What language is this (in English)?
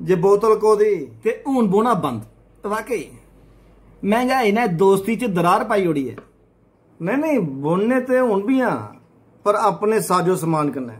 Dogri